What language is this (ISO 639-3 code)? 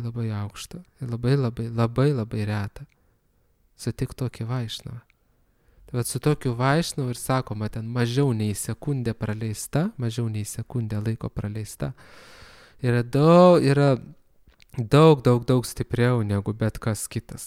lit